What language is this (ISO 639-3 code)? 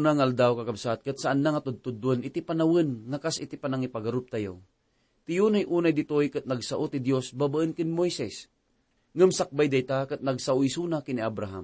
ilo